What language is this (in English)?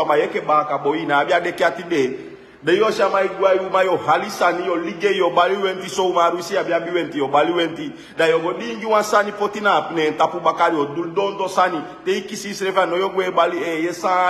Sranan Tongo